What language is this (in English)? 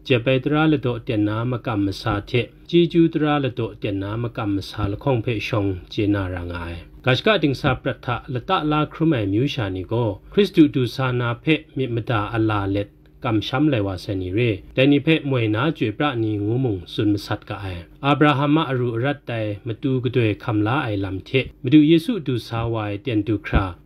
Kachin